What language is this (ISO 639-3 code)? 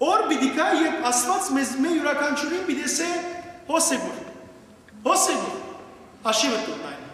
hyw